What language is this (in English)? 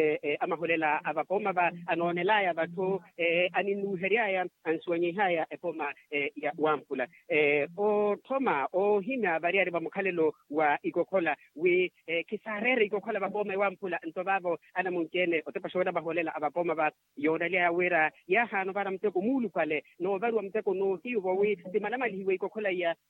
Makhuwa